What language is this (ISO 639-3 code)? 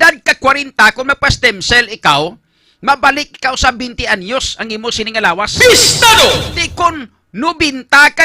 hil